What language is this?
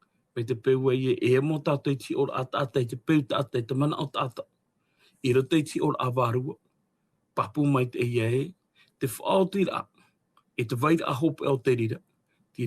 Tahitian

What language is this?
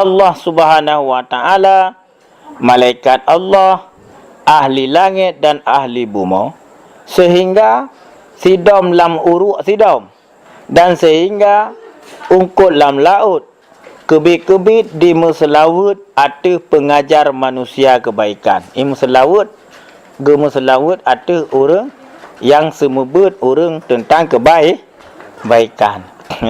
Achinese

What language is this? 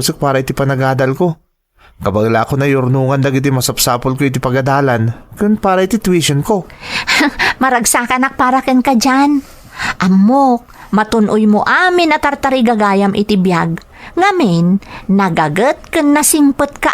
Iloko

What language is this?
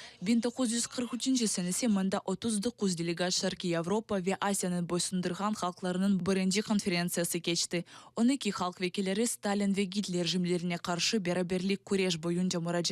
Crimean Tatar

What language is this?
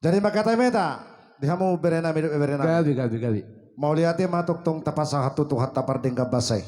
Batak Toba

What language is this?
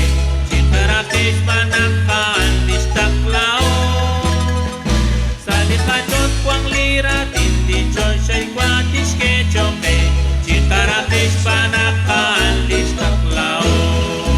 Kekchí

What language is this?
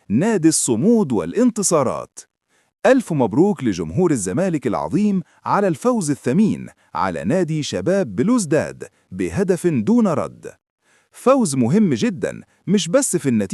Egyptian Arabic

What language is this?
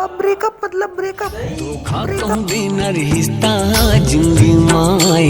Chhattisgarhi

